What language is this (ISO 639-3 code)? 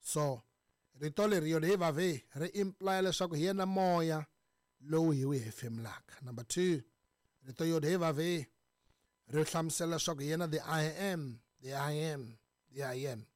tso